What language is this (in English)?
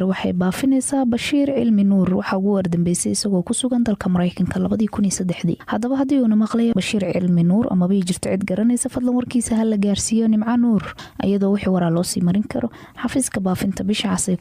Somali